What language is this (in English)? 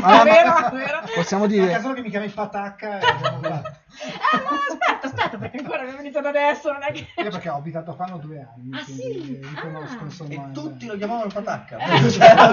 Italian